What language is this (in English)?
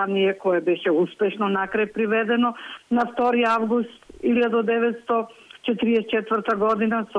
Macedonian